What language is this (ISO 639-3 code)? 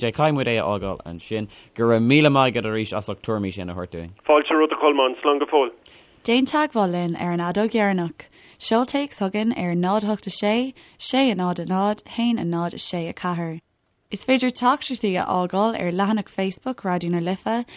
gle